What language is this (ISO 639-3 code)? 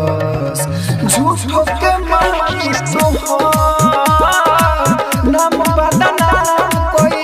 bho